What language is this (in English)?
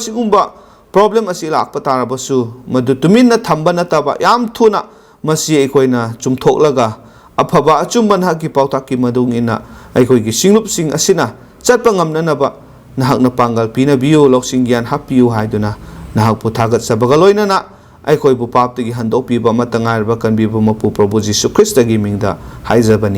Manipuri